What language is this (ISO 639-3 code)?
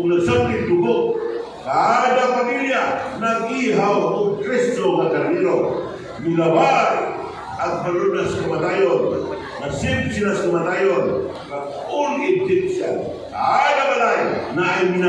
ceb